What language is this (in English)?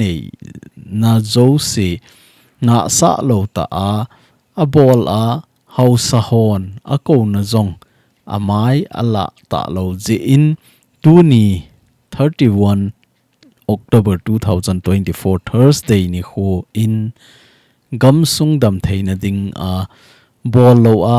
Thado Chin